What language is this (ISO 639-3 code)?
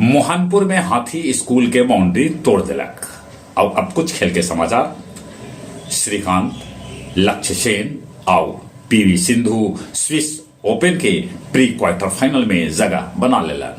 mag